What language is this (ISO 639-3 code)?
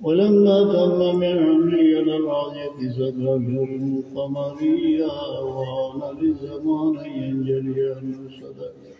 syl